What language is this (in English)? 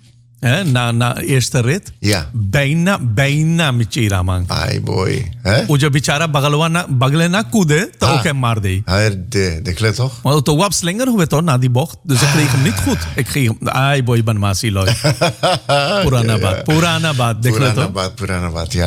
Dutch